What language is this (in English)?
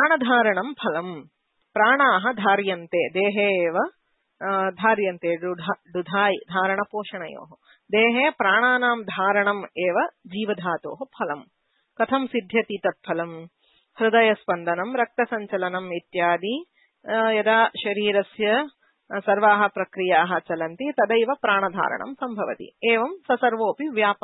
Sanskrit